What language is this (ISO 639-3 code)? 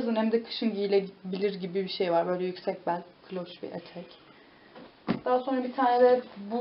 tur